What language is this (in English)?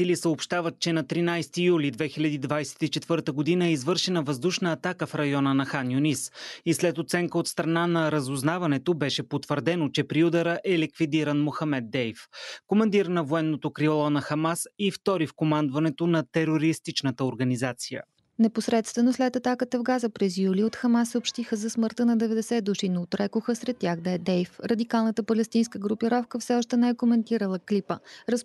Bulgarian